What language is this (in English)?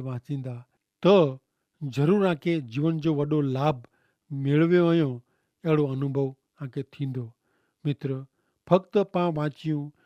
Kachhi